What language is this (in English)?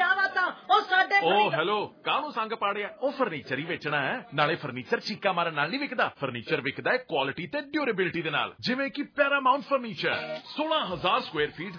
Punjabi